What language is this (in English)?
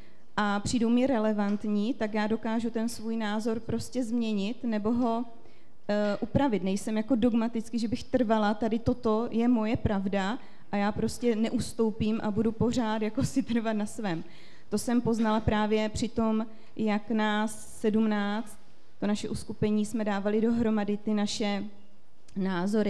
Czech